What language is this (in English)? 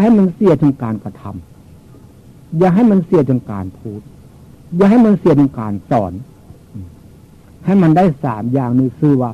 Northeastern Thai